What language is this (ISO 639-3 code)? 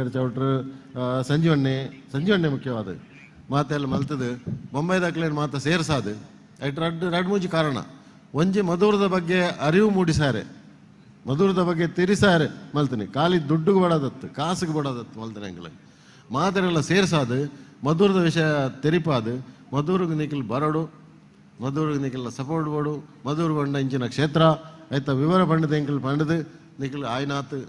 tcy